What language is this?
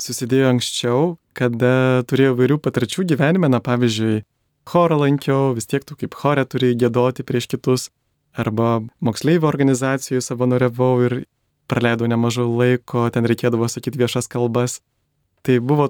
Lithuanian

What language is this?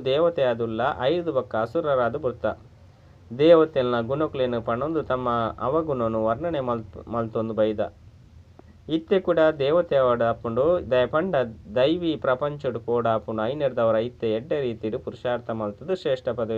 Tulu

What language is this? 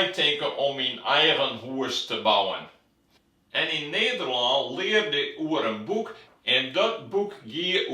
Western Frisian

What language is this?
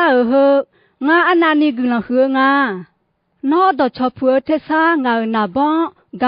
Akha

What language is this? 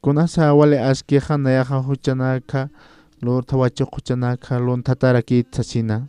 Aymara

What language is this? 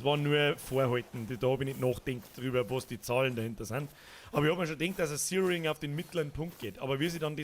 Bavarian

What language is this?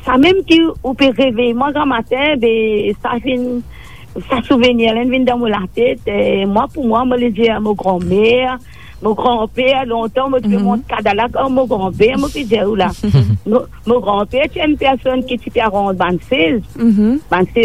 Morisyen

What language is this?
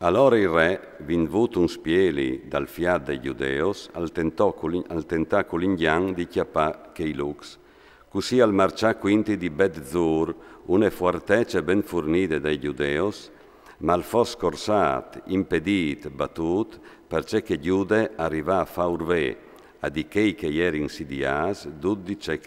Friulian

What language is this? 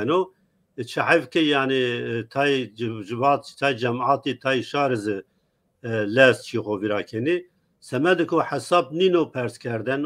Zaza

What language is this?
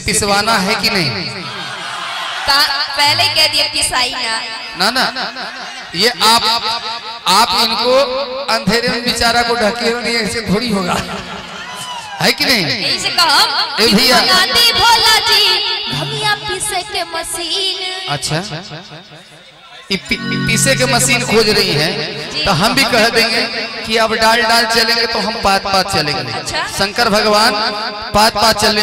Bhojpuri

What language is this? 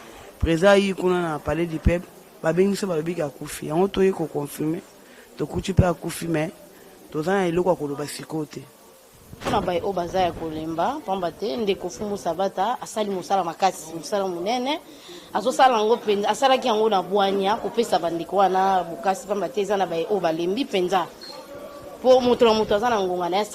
Lingala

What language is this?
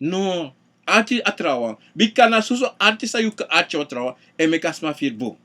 Sranan Tongo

